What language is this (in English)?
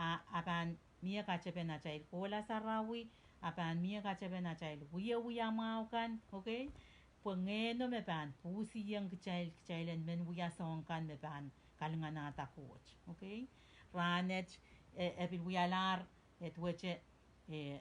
Pohnpeian